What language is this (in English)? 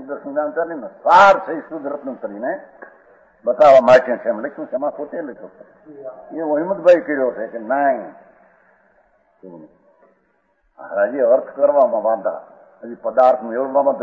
Gujarati